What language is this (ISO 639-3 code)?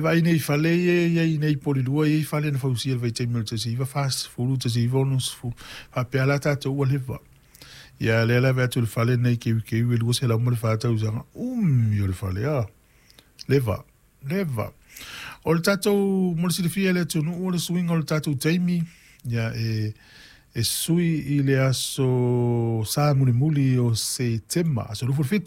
smo